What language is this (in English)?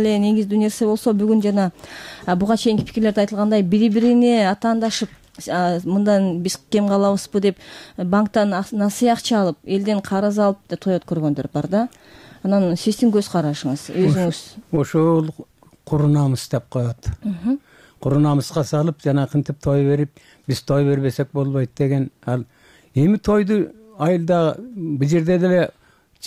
Kyrgyz